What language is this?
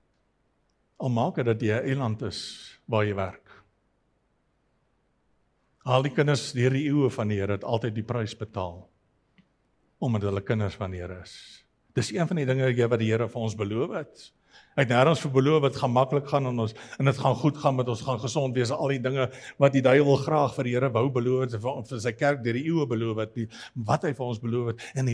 Afrikaans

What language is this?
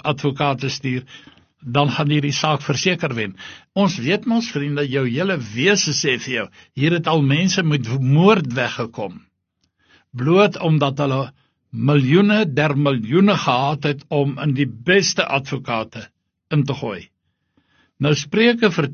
Afrikaans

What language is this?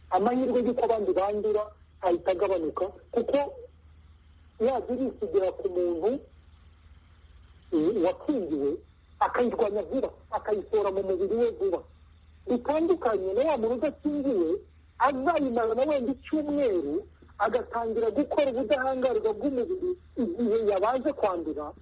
Kinyarwanda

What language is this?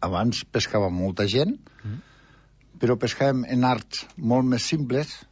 Catalan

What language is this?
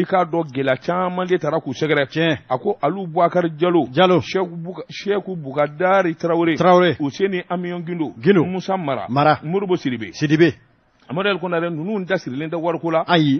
Bambara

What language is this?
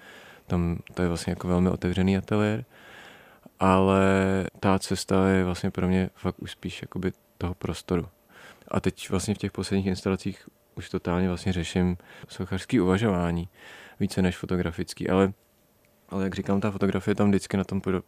Czech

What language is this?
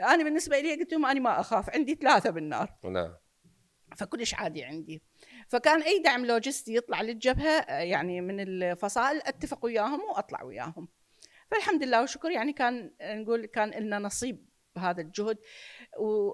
Mesopotamian Arabic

